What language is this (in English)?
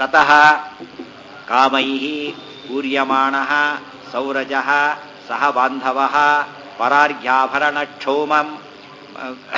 Kannada